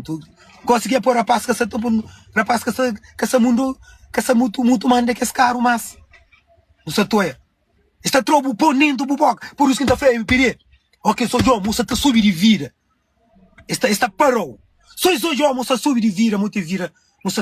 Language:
Kabuverdianu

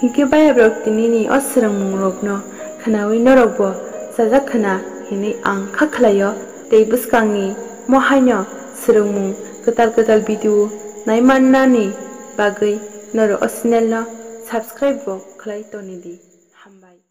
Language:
Kok Borok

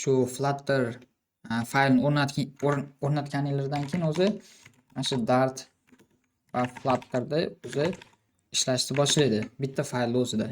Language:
Uzbek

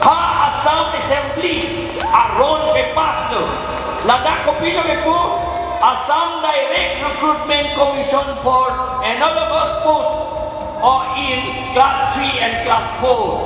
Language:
Karbi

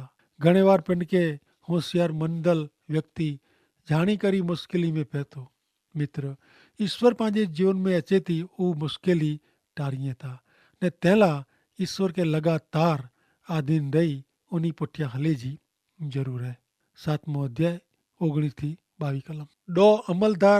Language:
Kachhi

